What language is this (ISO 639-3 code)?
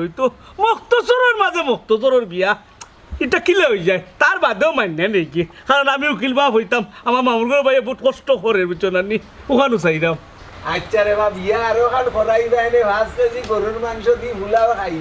syl